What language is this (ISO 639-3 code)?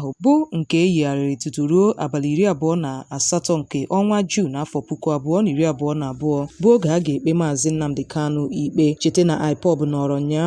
ibo